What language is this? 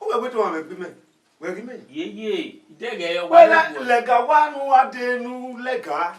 Bini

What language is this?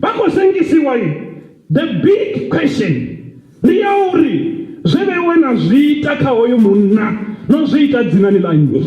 Venda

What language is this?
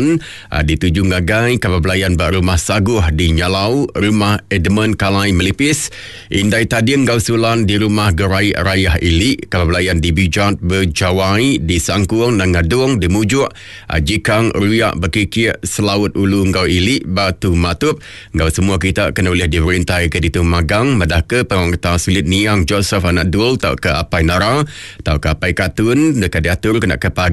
Iban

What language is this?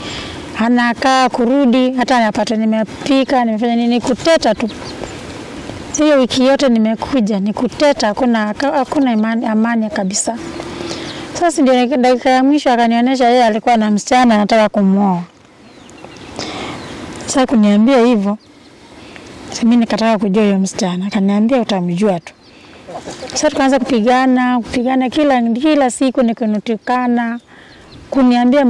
Swahili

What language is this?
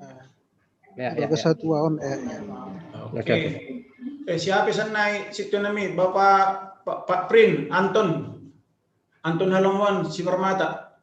Batak Simalungun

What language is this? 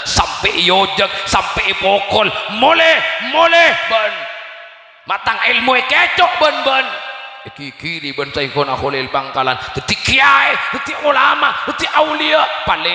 Madurese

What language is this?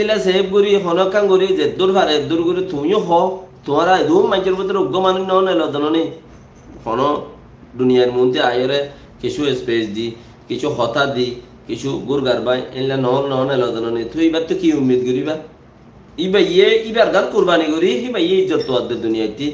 Rohingya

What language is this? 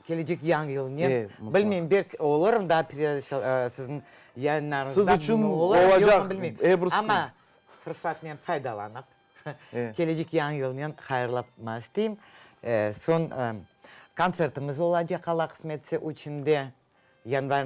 Crimean Tatar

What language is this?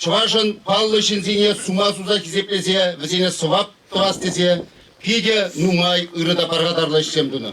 Chuvash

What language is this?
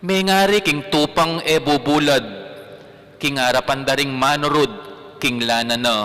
Pampanga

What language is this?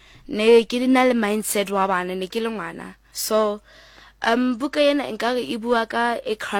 Southern Sotho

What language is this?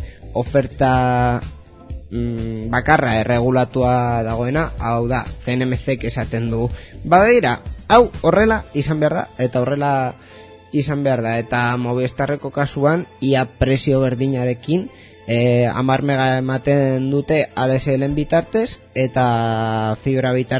Basque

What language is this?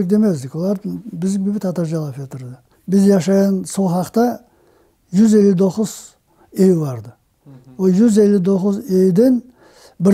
Crimean Tatar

